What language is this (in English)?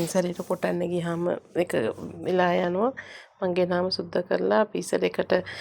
Sinhala